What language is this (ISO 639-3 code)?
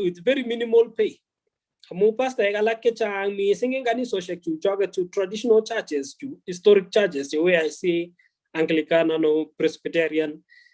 kln